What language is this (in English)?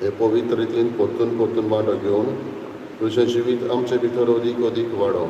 Konkani